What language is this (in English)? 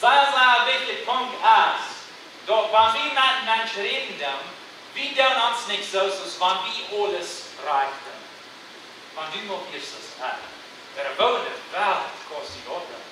Plautdietsch